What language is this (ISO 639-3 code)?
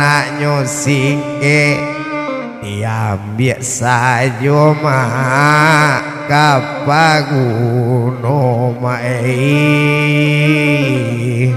min